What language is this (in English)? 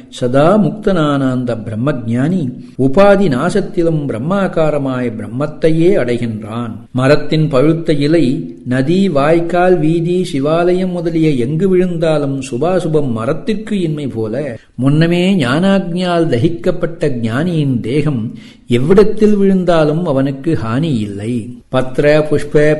Tamil